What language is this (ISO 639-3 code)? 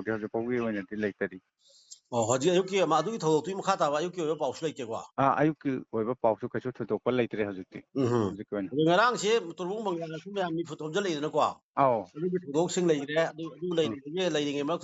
mni